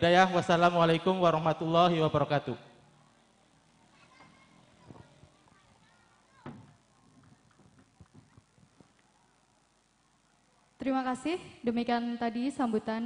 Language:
Indonesian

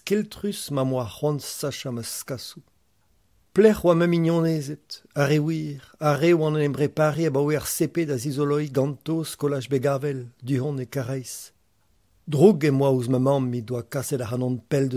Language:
Breton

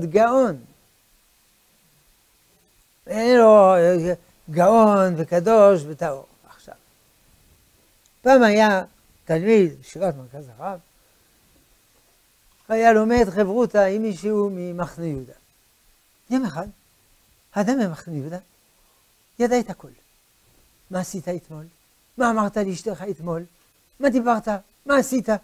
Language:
Hebrew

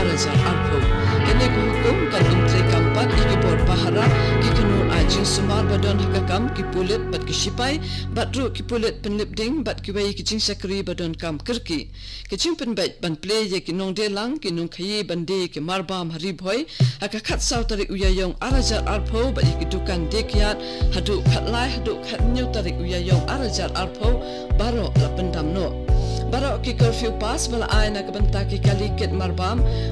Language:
Khasi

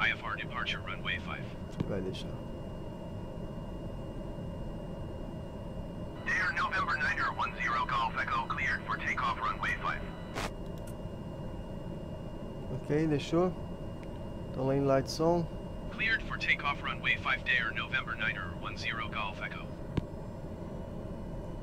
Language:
Portuguese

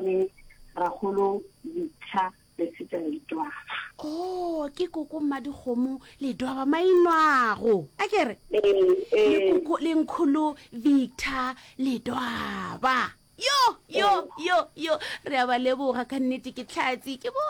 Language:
Northern Sotho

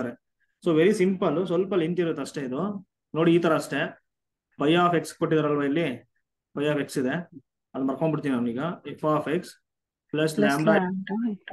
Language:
Kannada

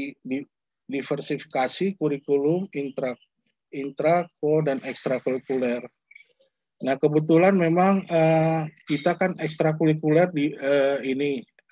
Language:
Indonesian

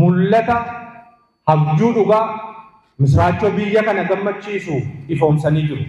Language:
Oromo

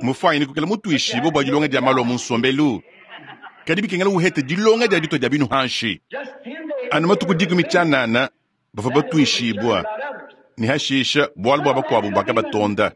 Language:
Luba-Lulua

